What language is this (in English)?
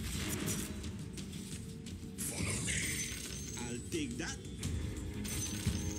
English